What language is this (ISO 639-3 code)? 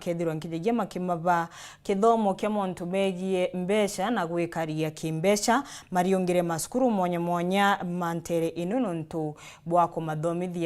mer